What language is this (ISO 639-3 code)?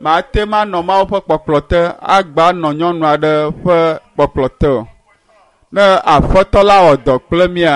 ewe